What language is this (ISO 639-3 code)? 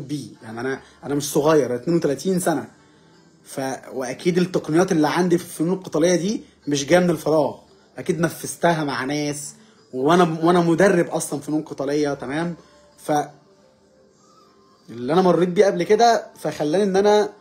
arz